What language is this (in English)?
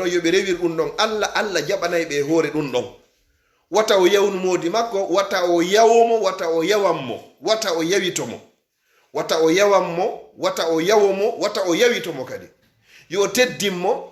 Fula